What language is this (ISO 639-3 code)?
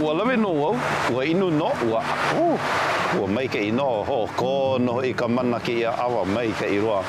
haw